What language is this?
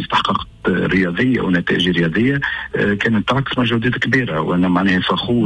Tunisian Arabic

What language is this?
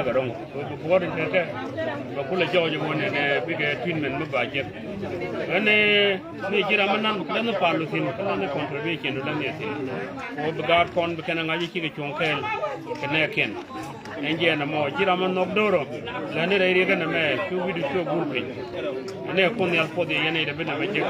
Nuer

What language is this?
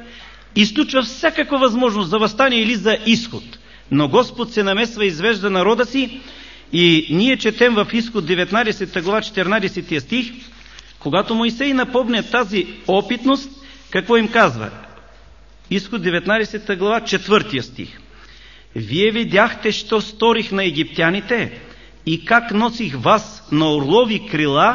Bulgarian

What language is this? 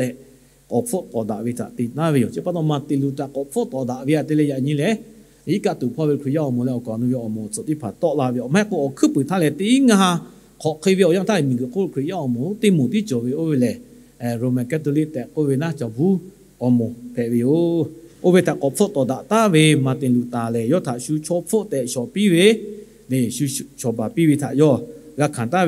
Lahu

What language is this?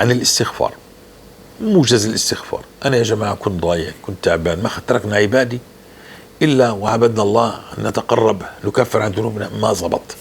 North Levantine Arabic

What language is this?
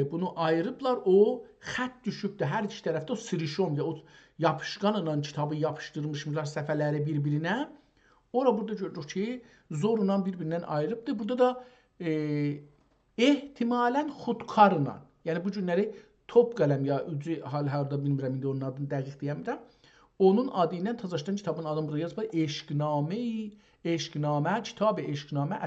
South Azerbaijani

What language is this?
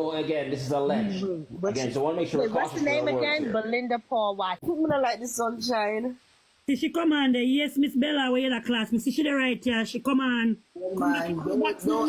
Jamaican Creole English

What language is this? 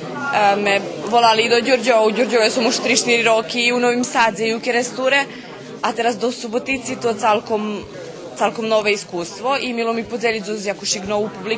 Rusyn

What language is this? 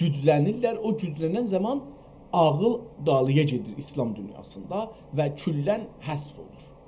South Azerbaijani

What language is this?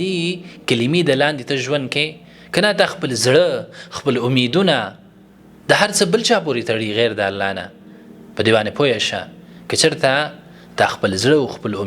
Pashto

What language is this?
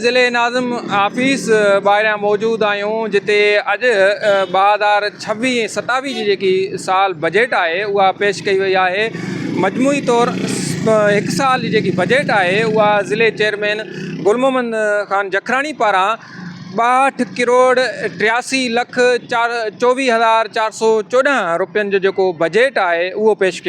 Sindhi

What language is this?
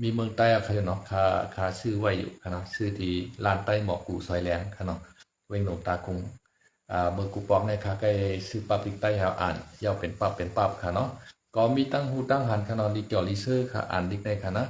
Shan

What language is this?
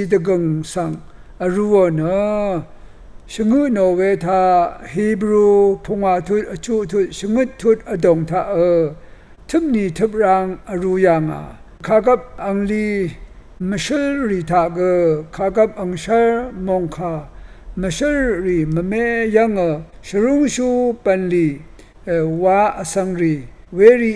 Rawang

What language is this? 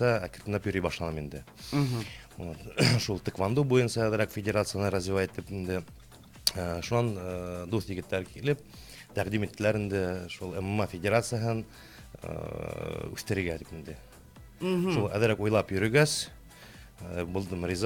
Bashkir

